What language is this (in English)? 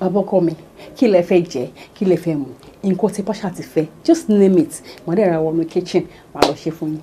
Yoruba